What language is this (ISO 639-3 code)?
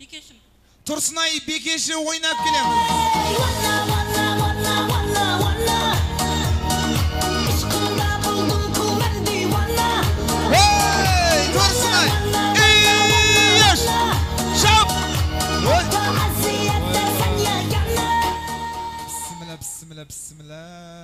kaz